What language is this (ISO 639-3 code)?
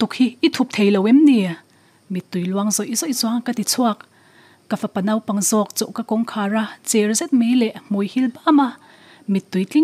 lus